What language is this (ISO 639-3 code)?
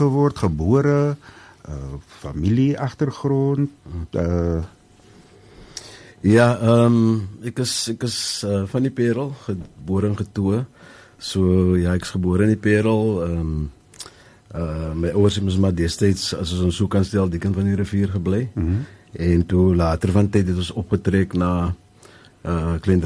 afr